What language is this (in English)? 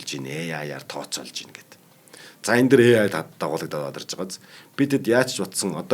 Mongolian